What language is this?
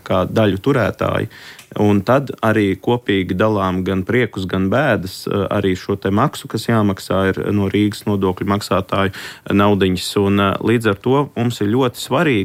Latvian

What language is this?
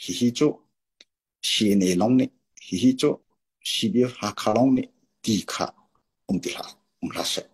Hakha Chin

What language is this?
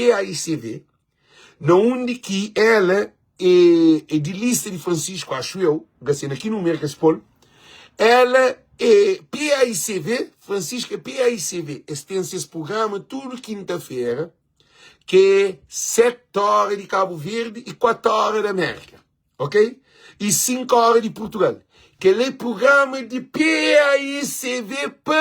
Kabuverdianu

